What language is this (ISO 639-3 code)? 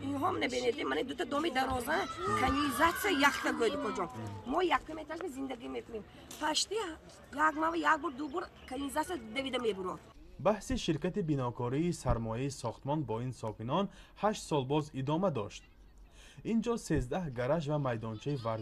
tgk